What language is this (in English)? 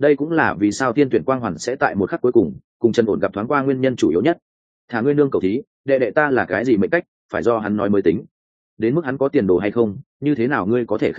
Vietnamese